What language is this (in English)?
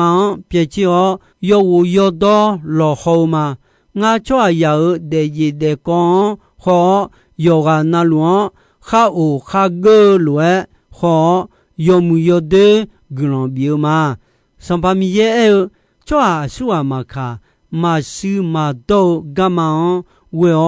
Akha